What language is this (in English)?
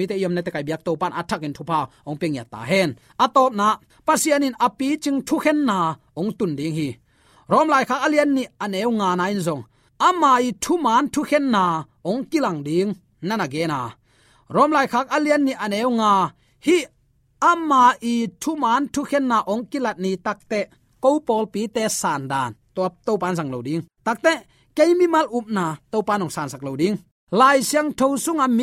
Tedim Chin